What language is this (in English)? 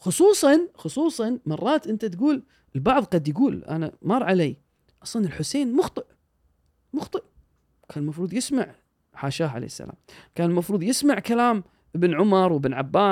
Gulf Arabic